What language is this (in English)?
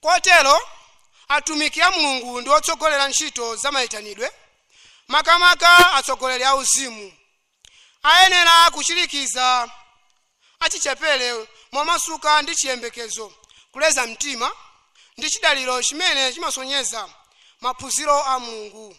Nyanja